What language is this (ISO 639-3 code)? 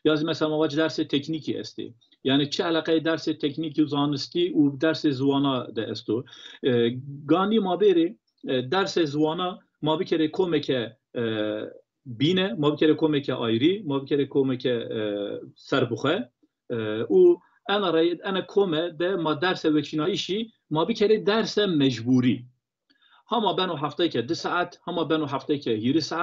zza